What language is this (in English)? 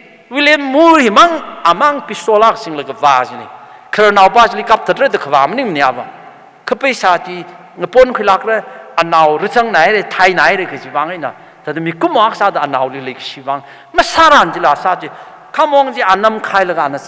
Tangkhul Naga (India)